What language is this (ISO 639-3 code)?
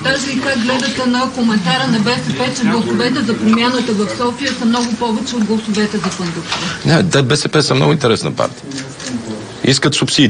bul